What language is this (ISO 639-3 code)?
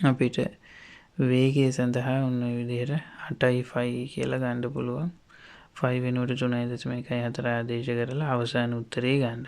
sin